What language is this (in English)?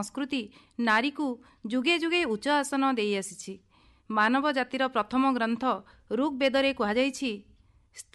Odia